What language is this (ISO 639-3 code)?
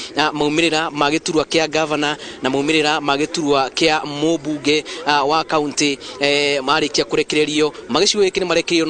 kik